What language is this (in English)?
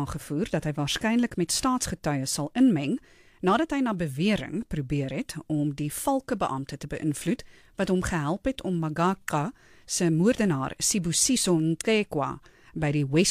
Afrikaans